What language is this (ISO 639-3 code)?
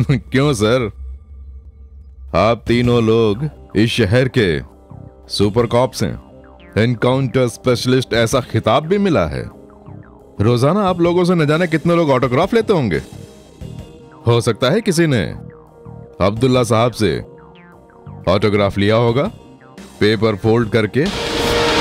hin